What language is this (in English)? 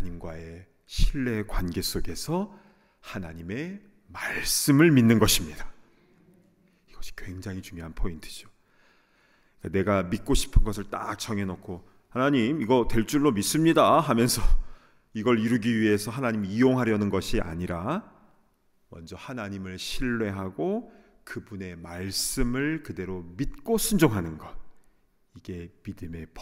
Korean